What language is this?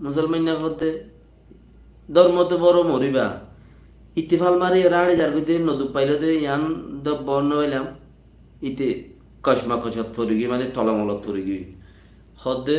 Rohingya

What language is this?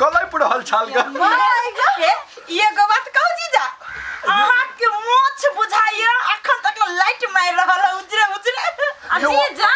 Maithili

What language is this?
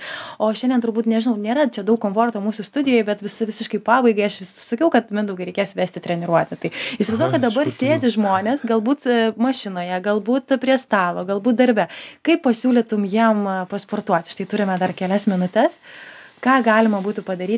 Lithuanian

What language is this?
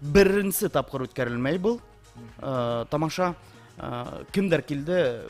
Bashkir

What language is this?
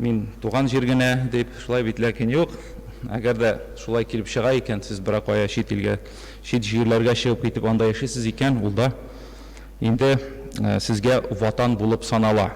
Tatar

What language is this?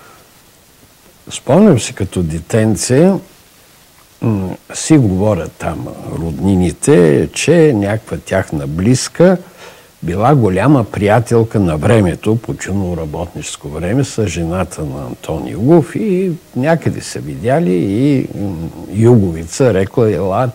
Bulgarian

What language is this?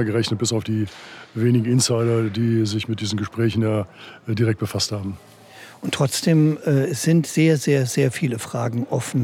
German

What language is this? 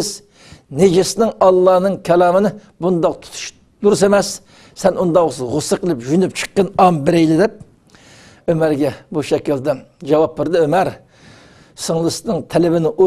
Uyghur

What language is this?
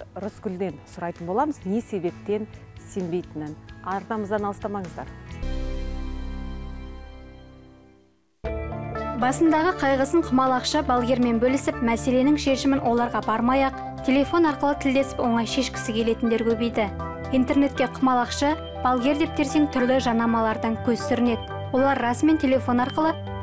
Kazakh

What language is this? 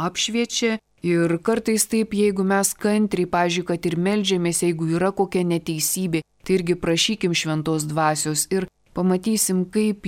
Lithuanian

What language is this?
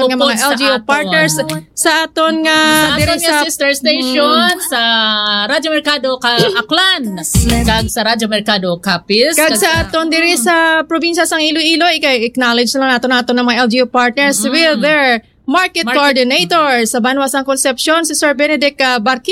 Hiligaynon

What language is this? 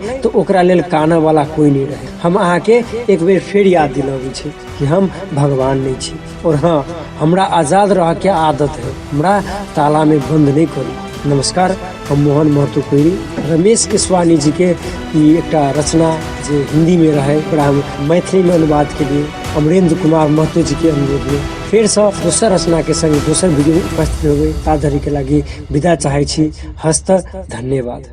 Maithili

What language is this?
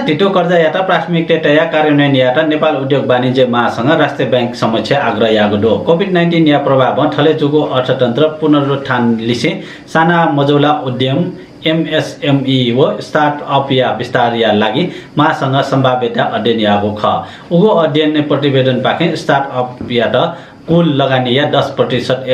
Newari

